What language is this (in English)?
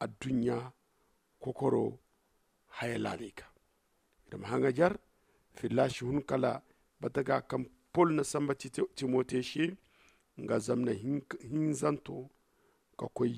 Zarma